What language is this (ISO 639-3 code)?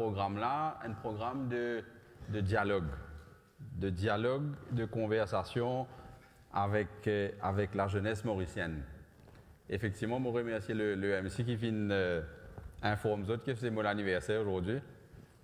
mfe